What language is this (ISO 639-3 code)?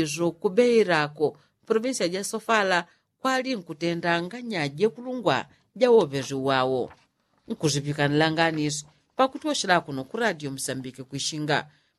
yao